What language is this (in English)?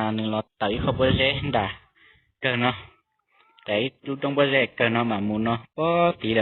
Hmong